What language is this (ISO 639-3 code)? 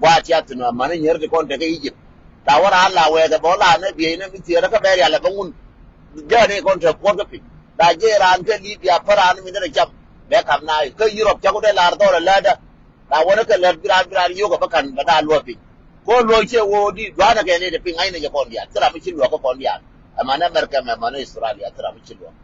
nus